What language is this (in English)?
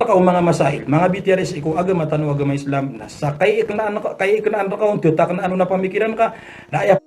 Maranao